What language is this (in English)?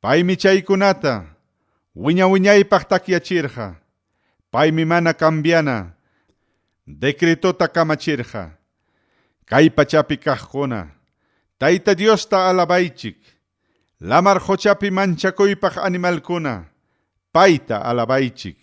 Ayacucho Quechua